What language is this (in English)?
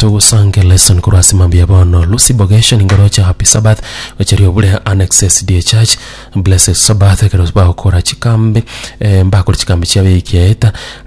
Gusii